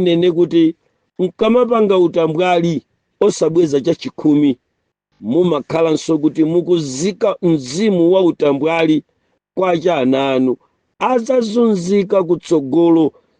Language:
Nyanja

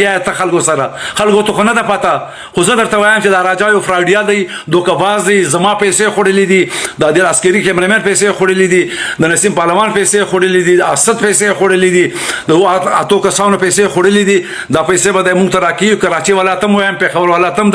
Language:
Pashto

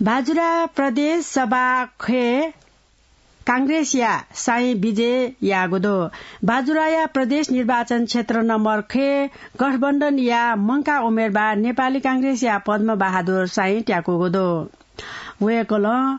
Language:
Newari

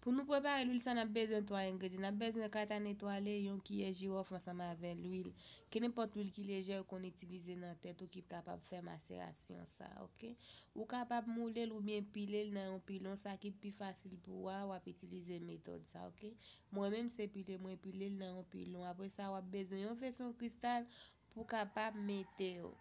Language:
Haitian Creole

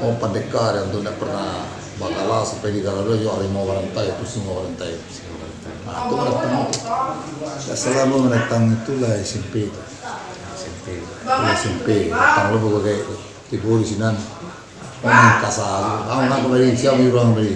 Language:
Minangkabau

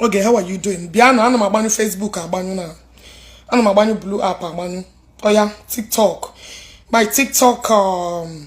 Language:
Igbo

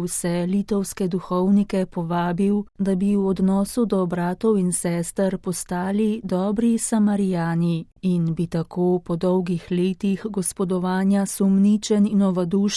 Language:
Slovenian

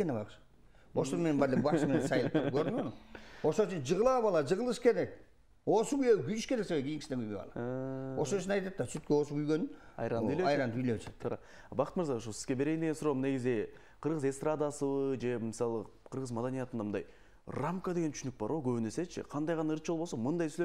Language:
Kyrgyz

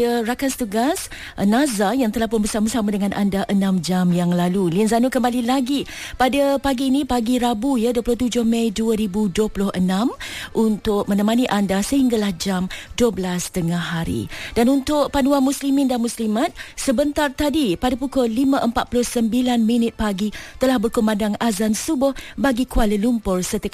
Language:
Malay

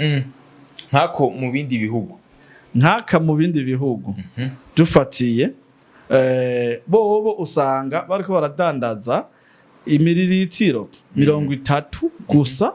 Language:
Rundi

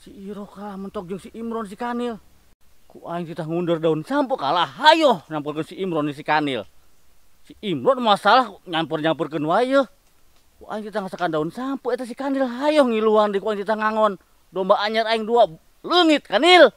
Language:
Sundanese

